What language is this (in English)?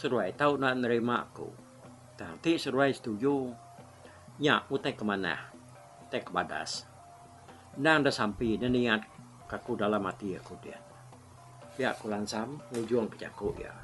Iban